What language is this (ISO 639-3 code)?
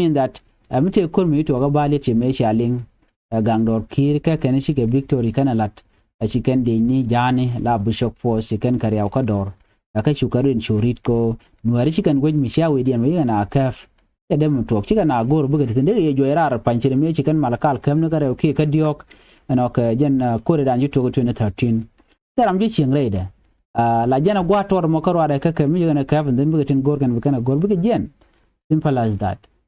nus